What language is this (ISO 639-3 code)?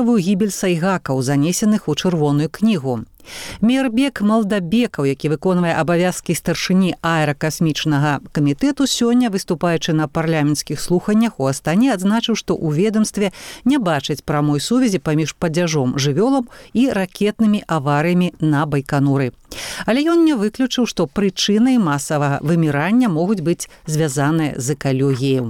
bel